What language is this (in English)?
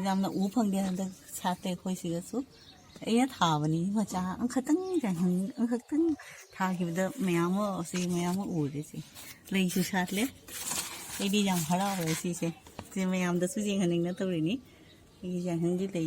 Manipuri